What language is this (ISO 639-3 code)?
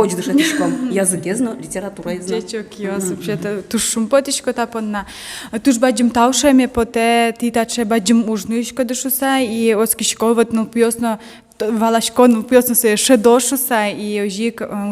udm